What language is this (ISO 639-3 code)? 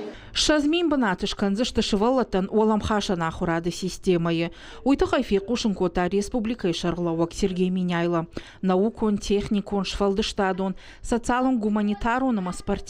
oss